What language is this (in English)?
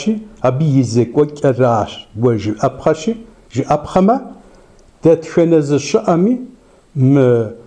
Kabardian